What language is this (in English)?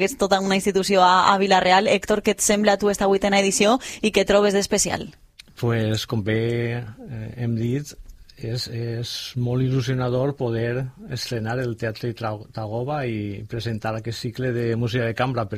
Catalan